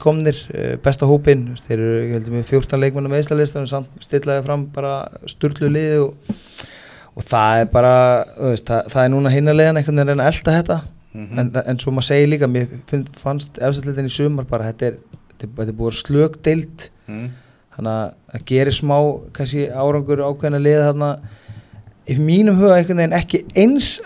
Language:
Icelandic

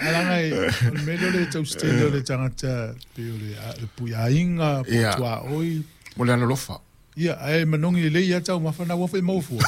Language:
Samoan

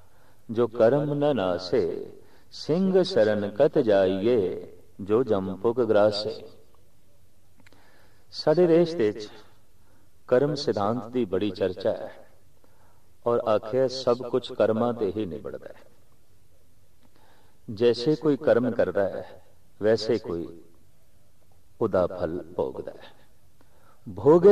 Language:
Punjabi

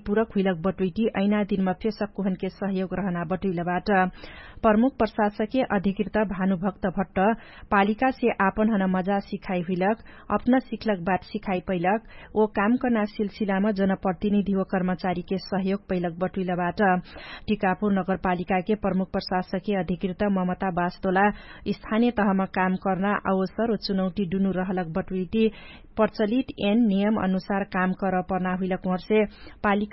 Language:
Dangaura Tharu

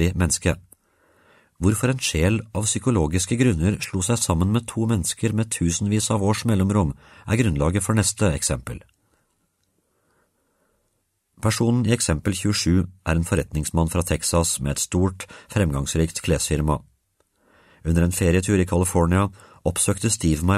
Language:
Norwegian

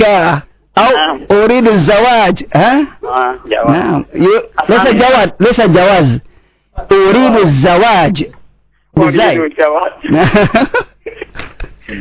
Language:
Indonesian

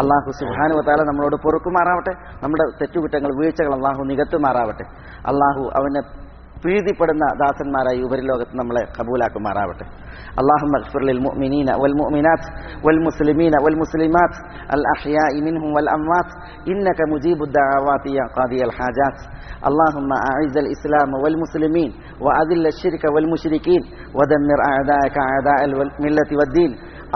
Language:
Malayalam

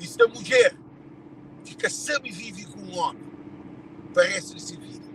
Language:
Kabuverdianu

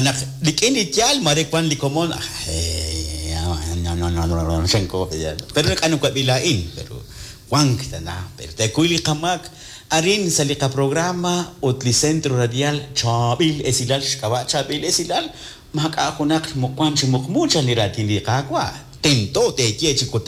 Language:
Kekchí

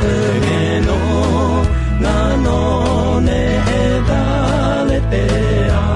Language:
Akha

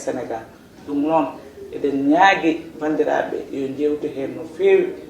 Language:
Fula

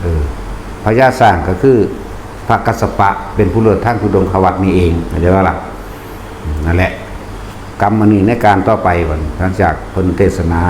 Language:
Northeastern Thai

